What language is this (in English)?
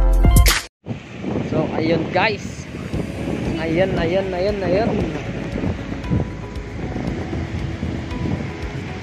Filipino